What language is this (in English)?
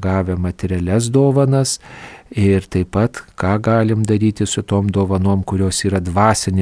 Lithuanian